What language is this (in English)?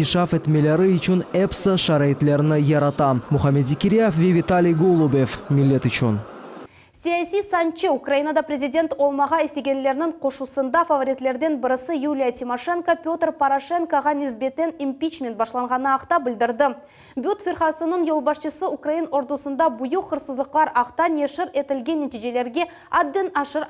Crimean Tatar